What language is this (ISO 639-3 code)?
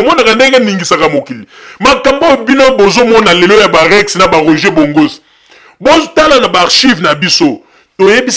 lin